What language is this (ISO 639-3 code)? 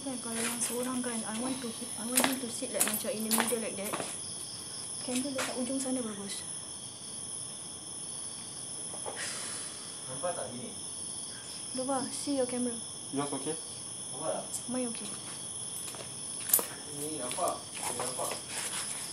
msa